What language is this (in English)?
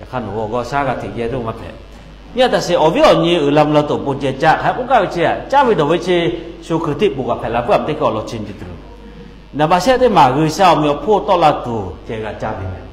Lahu